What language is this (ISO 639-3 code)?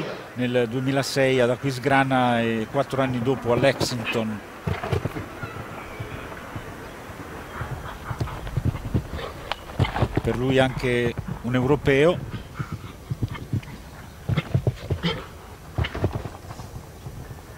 ita